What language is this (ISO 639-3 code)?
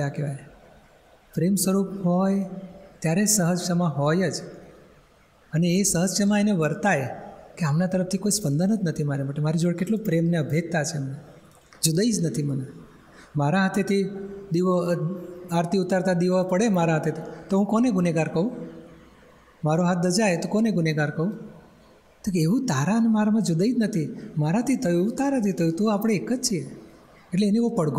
guj